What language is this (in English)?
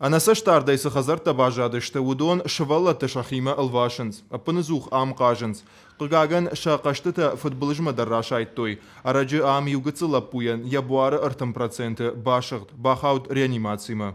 Ossetic